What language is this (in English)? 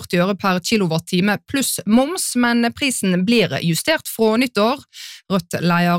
Norwegian